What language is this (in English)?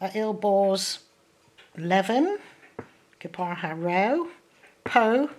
Cornish